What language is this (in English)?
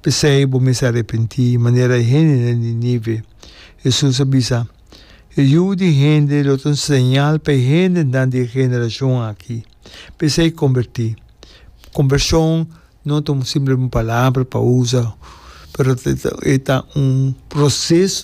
Papiamento